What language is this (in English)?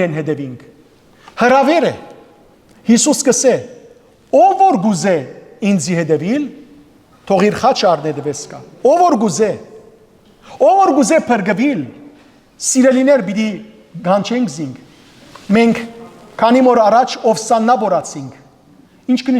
Western Armenian